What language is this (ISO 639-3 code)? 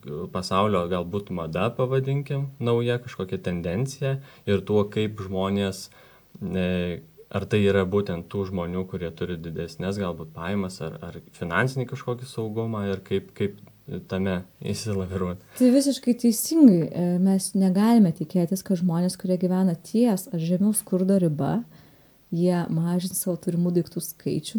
lit